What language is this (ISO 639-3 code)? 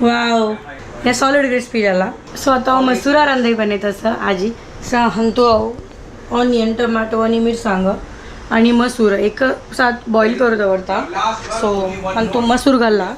kok